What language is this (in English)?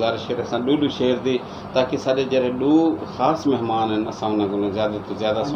Saraiki